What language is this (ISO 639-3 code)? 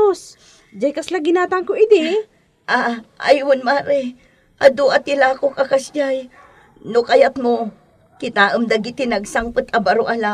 ilo